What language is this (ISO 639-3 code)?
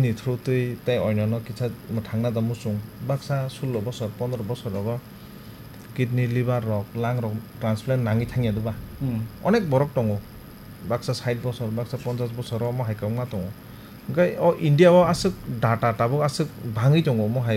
trp